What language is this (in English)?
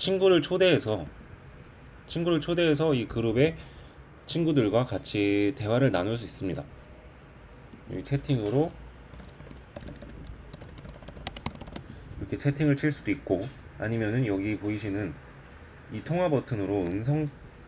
Korean